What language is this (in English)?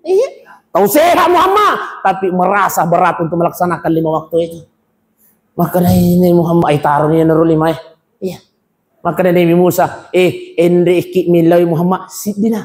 Buginese